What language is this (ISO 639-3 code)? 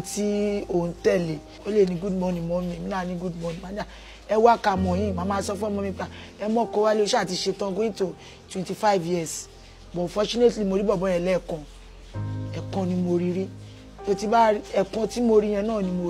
yor